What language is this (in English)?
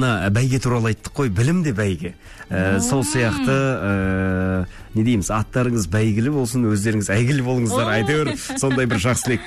Kazakh